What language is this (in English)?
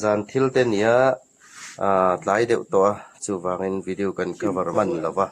Hmar